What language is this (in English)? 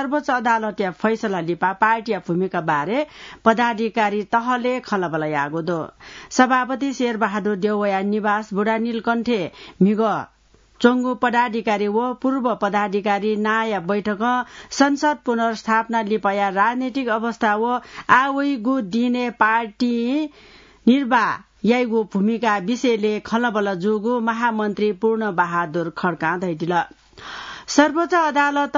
Newari